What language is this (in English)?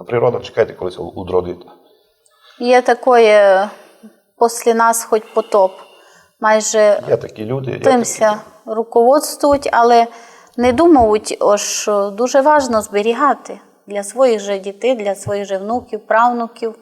Rusyn